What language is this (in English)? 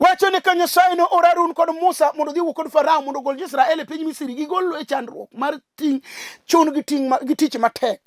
Luo (Kenya and Tanzania)